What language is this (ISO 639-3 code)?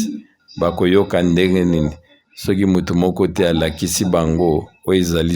lin